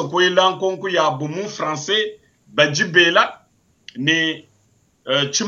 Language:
Luba-Lulua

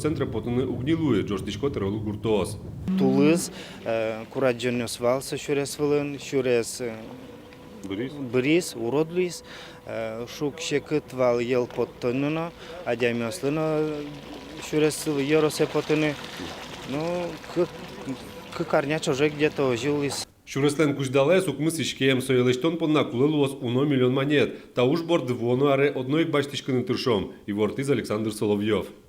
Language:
Udmurt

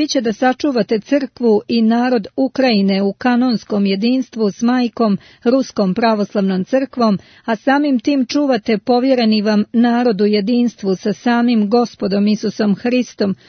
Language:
Serbian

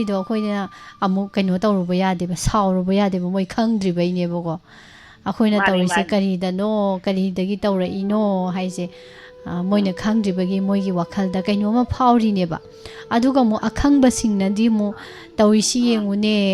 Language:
Manipuri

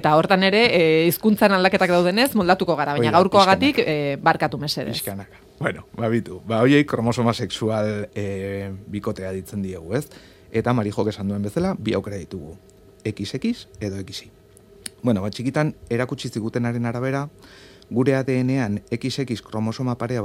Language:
Basque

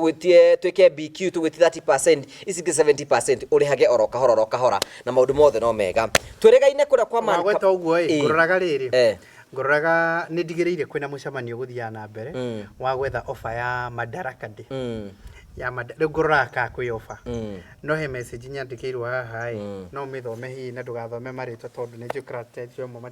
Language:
Kikuyu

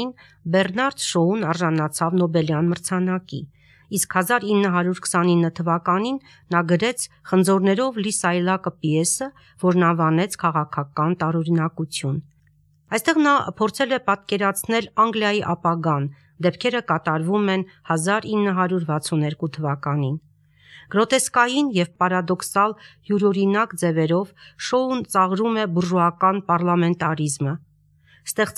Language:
Armenian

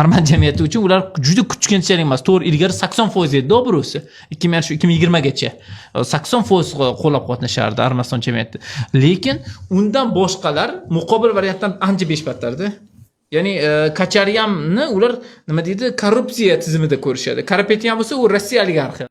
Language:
Uzbek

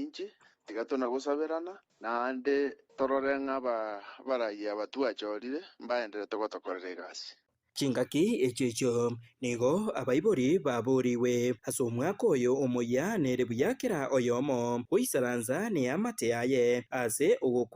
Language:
Gusii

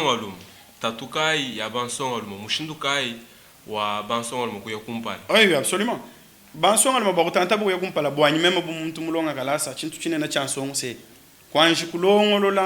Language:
Luba-Lulua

